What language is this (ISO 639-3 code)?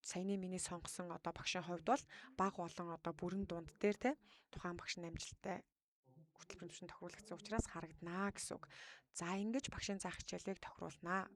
mon